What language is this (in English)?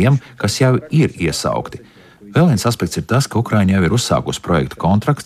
Latvian